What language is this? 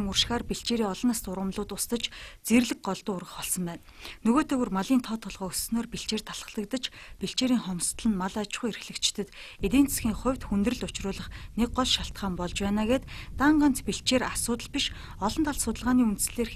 Mongolian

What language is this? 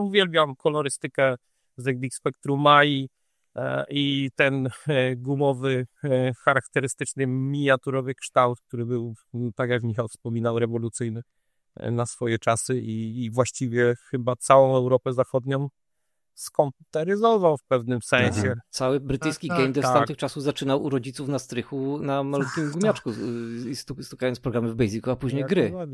Polish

